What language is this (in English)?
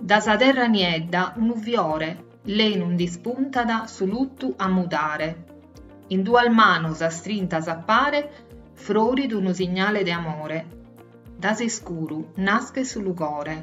Sardinian